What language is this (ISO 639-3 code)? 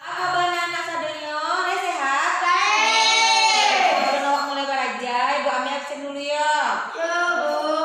min